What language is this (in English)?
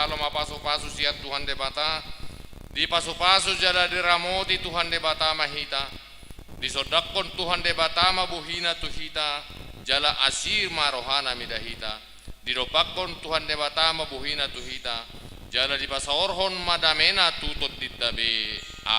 Batak Toba